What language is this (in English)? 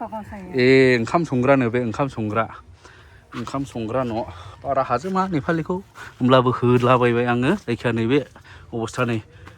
Bodo